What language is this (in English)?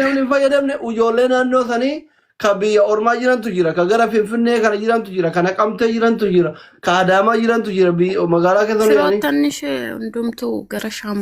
Oromo